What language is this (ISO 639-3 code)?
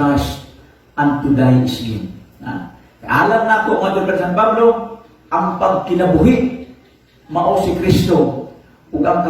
ceb